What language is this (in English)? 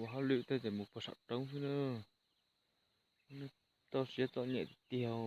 Hmong